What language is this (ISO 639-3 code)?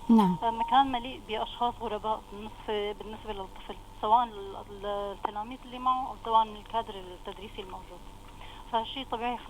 apc